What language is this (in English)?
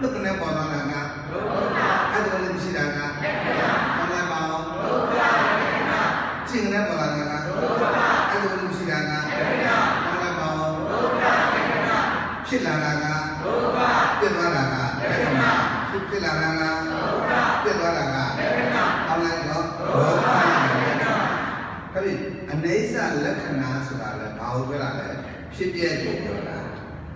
Burmese